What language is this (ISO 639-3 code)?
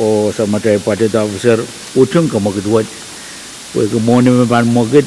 pon